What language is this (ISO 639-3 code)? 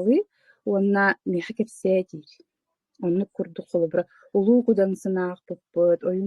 sah